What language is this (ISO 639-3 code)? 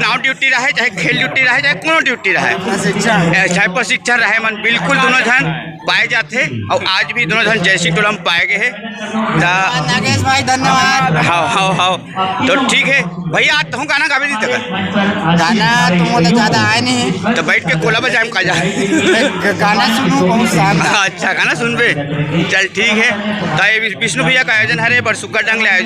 hne